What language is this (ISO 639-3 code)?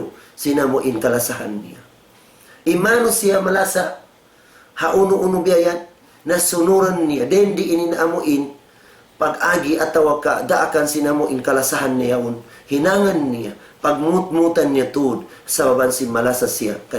tsg